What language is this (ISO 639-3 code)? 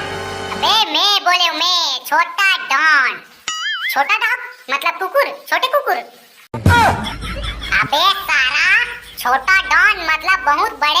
hne